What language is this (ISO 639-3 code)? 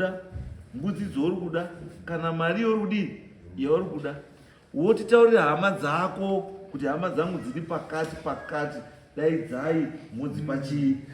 sna